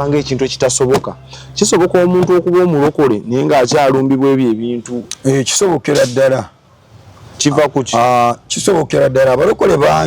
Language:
Ganda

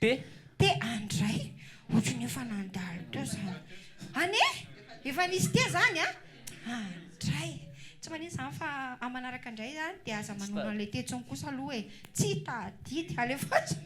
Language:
Malagasy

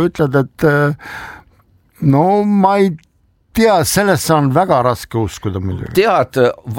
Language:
Estonian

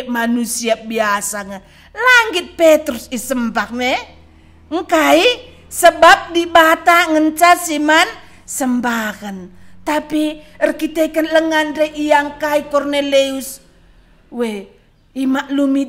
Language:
Batak Karo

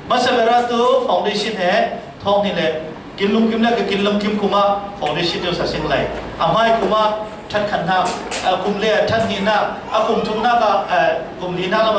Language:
Falam Chin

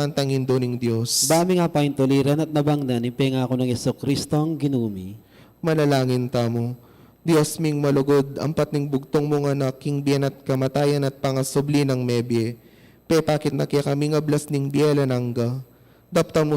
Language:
Pampanga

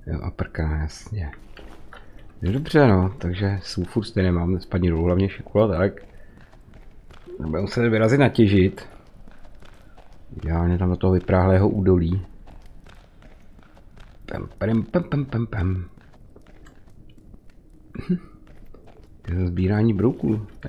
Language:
Czech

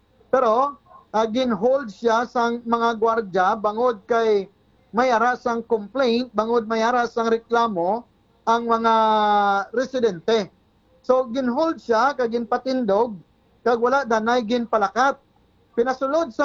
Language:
Hiligaynon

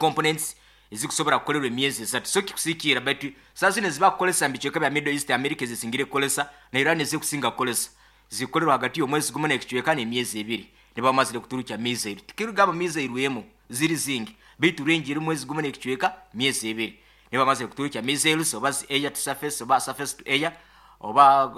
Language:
Nyankole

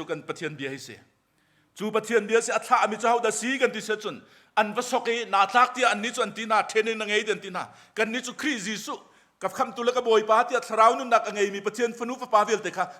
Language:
Hakha Chin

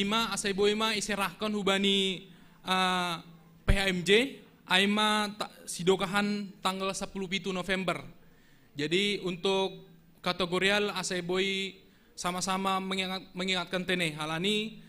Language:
Batak Simalungun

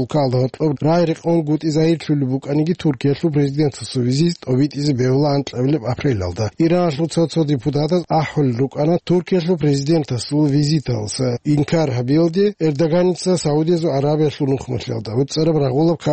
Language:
Avaric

